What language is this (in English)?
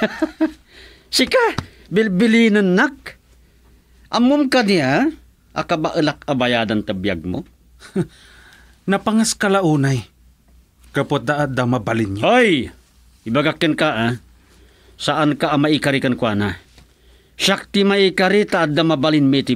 Iloko